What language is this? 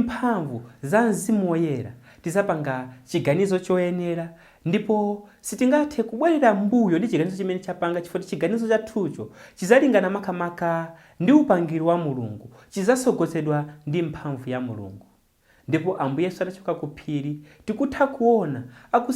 Nyanja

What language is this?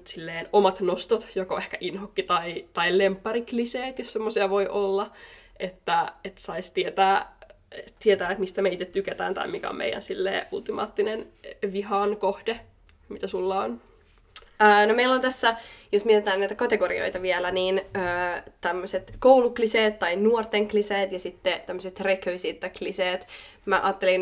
Finnish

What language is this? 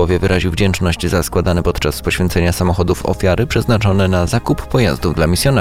Polish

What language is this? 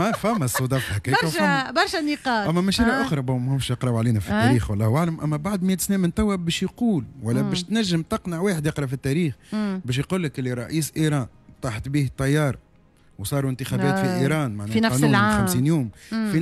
Tunisian Arabic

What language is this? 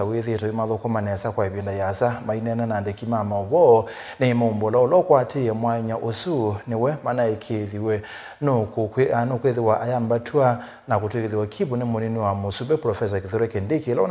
Kamba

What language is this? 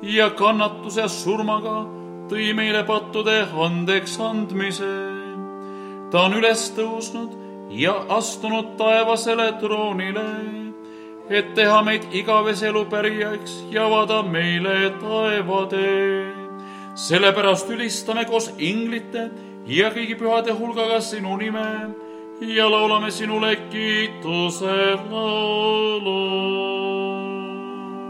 Estonian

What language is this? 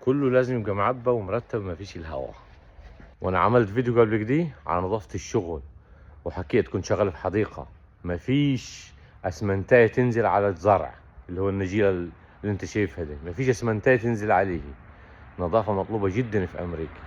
Egyptian Arabic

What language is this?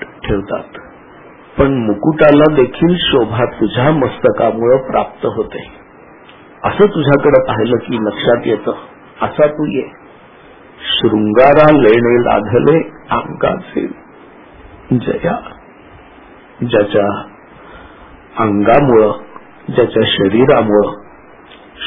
Marathi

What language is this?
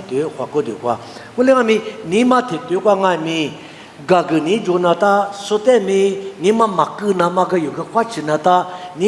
Lisu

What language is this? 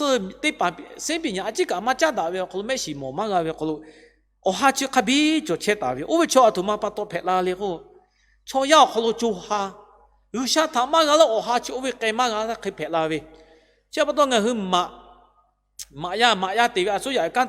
Lahu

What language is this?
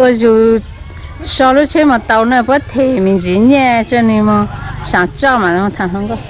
Hmong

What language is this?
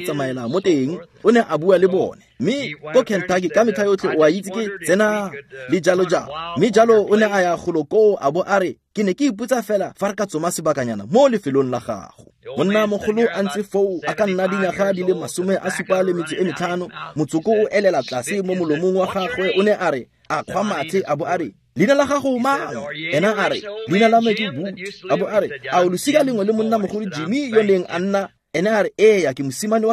Tswana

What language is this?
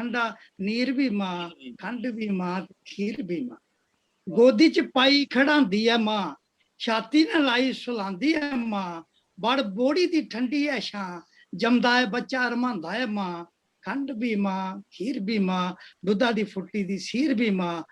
Dogri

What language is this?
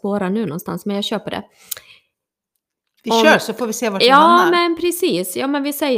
Swedish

